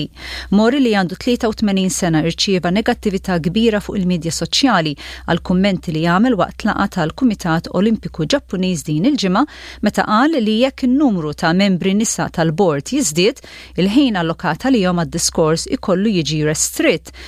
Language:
Maltese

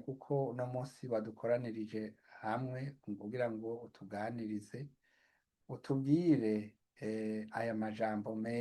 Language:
Rundi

